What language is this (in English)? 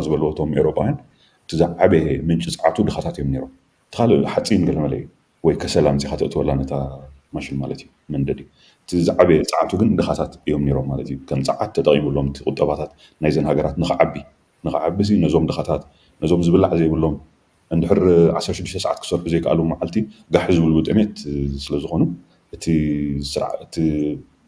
Tigrinya